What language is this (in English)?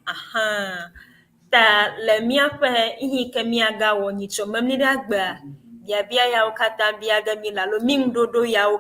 Ewe